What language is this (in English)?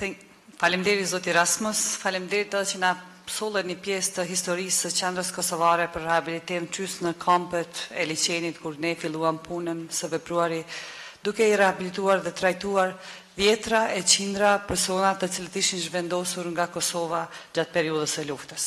Albanian